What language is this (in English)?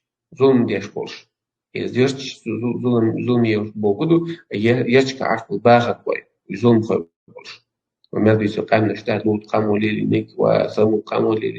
Chechen